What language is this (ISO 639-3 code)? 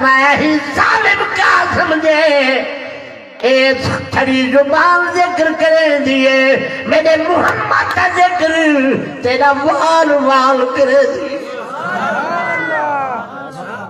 skr